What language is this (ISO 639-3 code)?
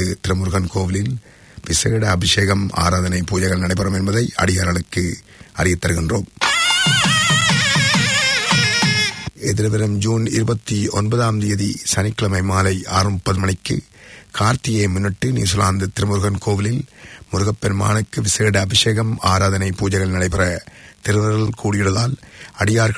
tam